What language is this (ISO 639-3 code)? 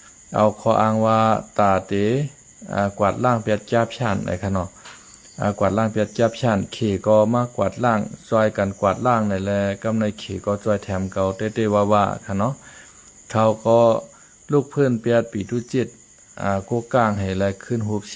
shn